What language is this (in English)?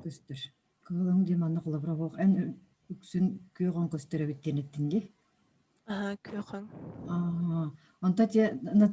Yakut